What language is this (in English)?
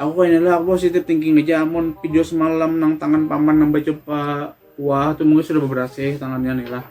Banjar